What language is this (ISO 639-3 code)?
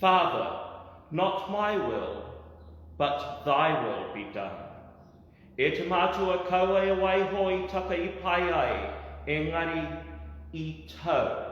mri